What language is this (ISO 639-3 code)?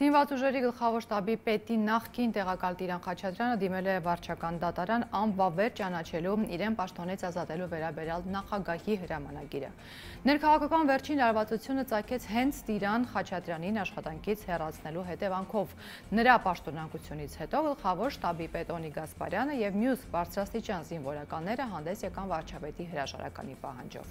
hye